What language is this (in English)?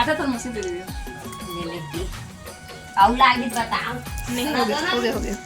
Chhattisgarhi